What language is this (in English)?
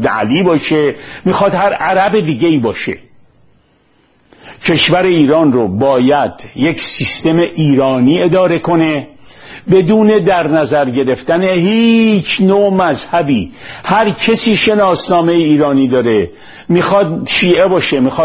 Persian